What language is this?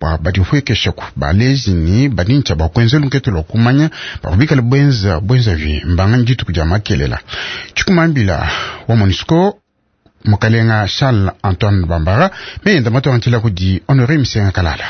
Luba-Lulua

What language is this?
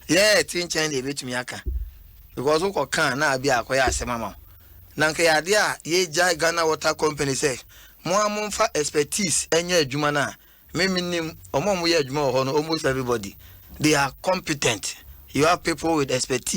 Akan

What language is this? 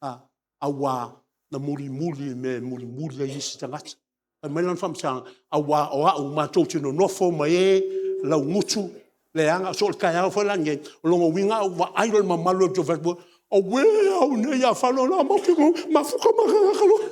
Samoan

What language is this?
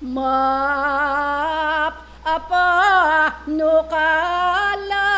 Pampanga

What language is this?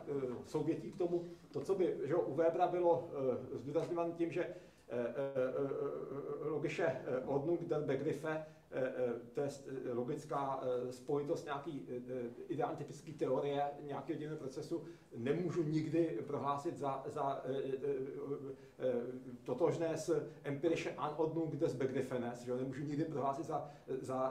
Czech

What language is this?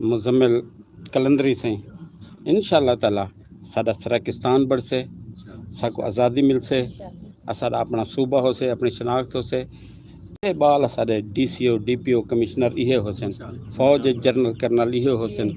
Saraiki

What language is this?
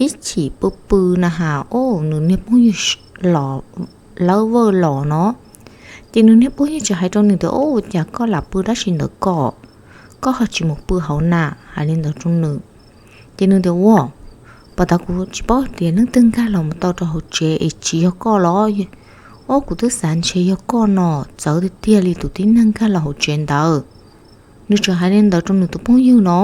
Hmong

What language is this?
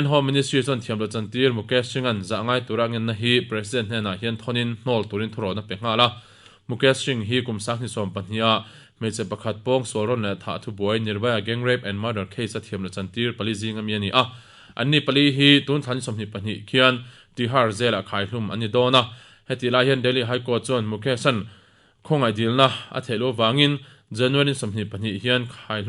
Mizo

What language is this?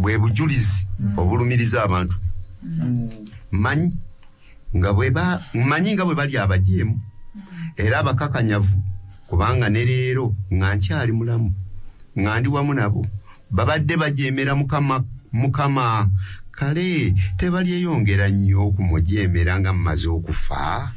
Ganda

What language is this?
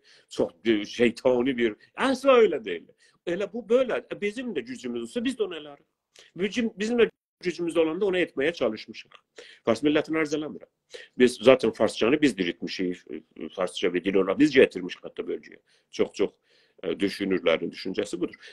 South Azerbaijani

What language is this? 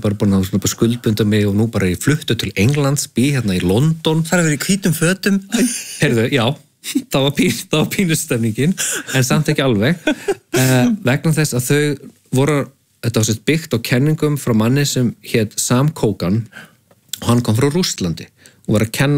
Icelandic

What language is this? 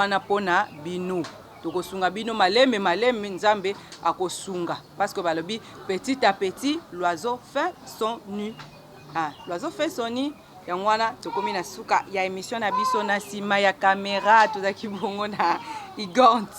Lingala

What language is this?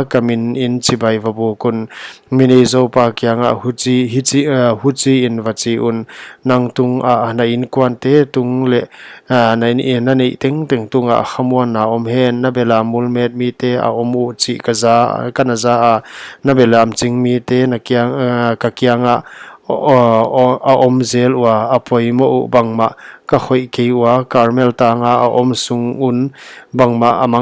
Paite Chin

